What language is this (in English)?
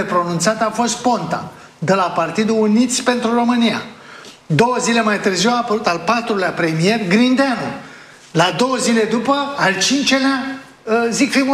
Romanian